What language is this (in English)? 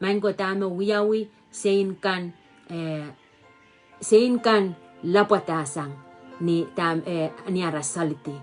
Pohnpeian